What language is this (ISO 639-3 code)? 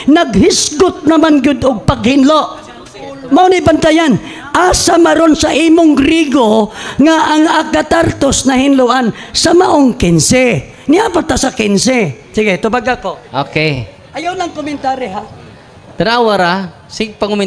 ceb